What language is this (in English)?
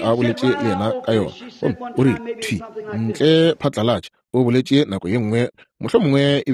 Northern Sotho